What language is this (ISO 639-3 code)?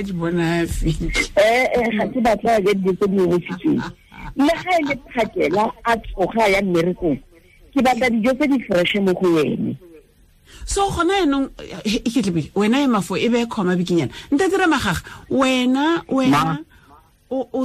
tsn